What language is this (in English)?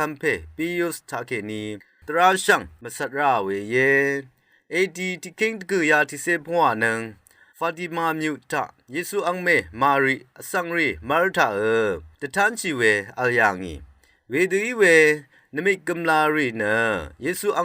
Rawang